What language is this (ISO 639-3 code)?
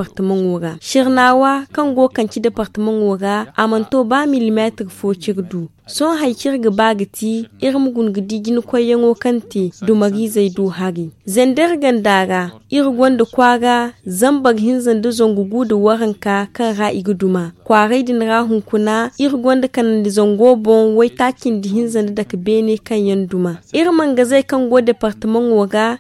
dje